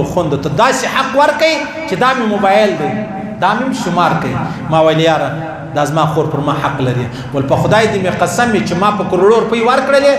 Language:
Pashto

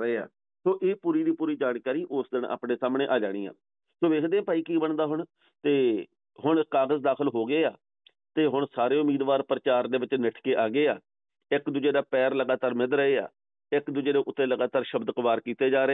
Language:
Punjabi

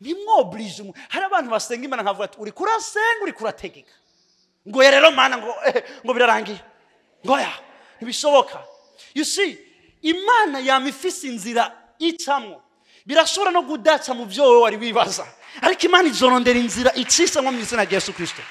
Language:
Rundi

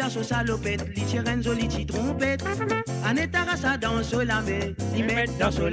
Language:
Morisyen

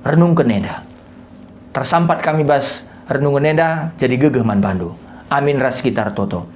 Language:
Batak Karo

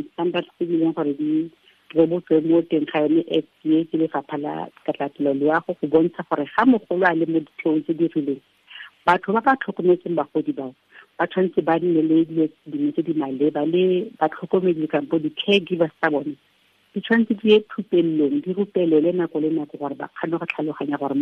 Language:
Tswana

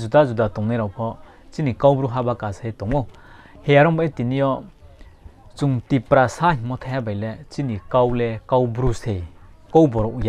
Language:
Riang (India)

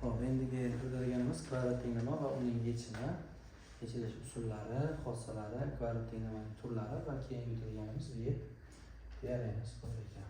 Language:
Uzbek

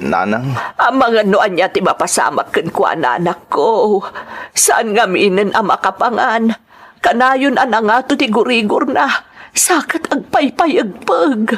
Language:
Iloko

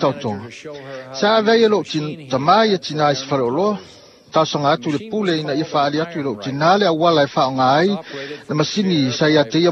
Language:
Samoan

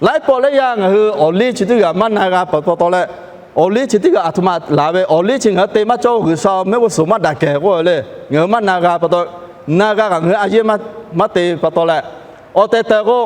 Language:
Lahu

